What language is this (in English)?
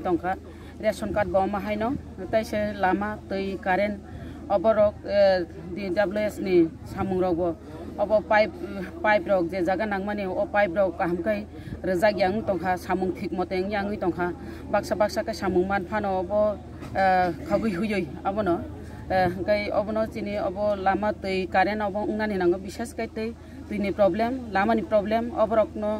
Kok Borok